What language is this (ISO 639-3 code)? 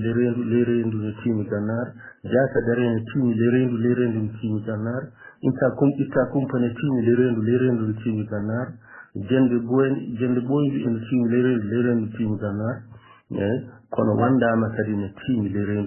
ful